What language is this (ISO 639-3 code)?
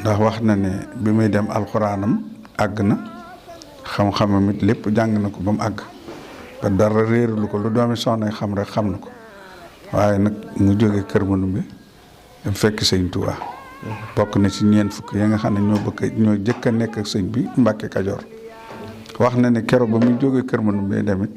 wol